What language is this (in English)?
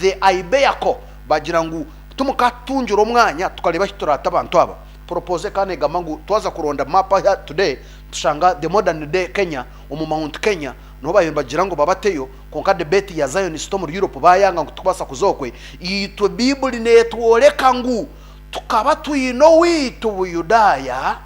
Nyankole